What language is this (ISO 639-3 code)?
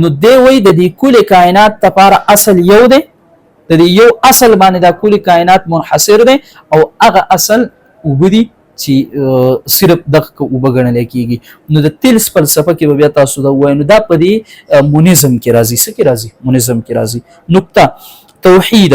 pus